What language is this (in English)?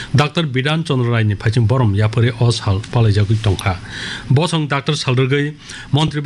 Kok Borok